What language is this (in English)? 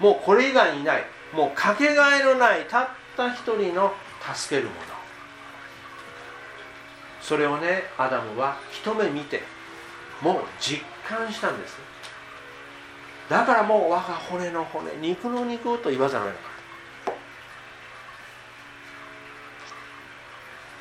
Japanese